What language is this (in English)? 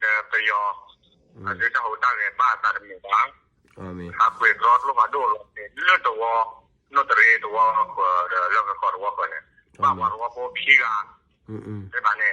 S'gaw Karen